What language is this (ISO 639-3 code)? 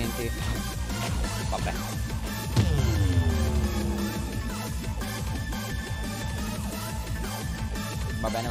ita